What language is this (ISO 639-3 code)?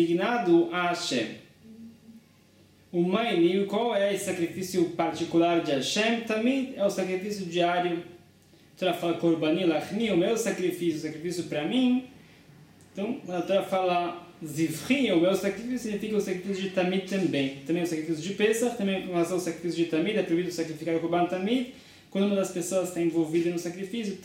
por